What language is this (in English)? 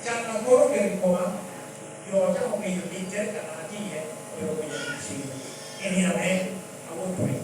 Lango (Uganda)